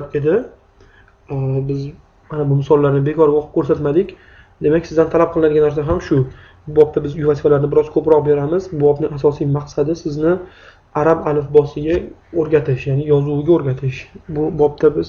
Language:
Uzbek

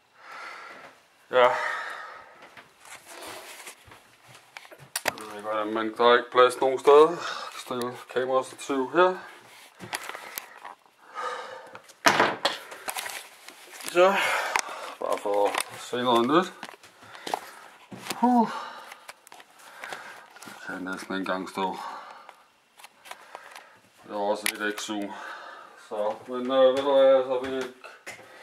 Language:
Danish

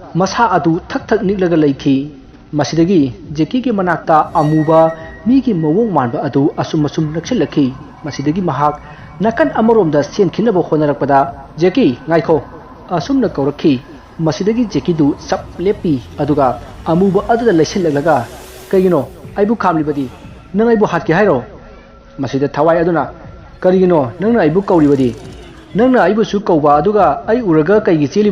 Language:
Manipuri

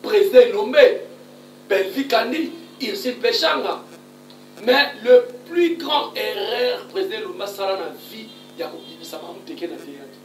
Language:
Lingala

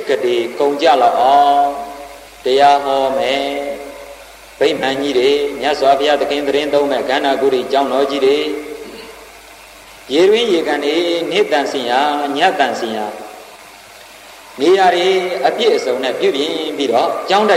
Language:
Burmese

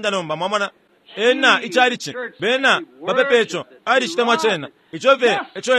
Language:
Bemba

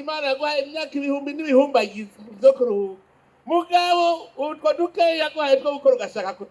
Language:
Rundi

